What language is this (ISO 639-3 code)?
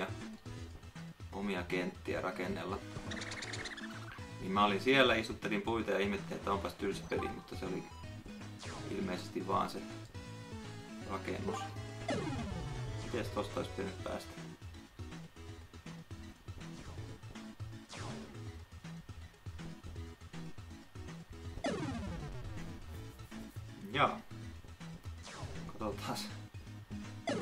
fin